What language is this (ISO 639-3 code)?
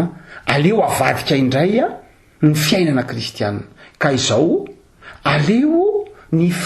mlg